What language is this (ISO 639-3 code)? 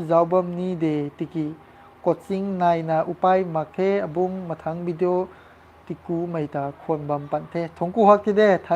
mni